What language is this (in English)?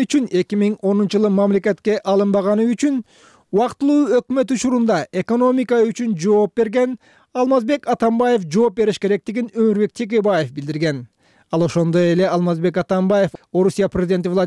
Kyrgyz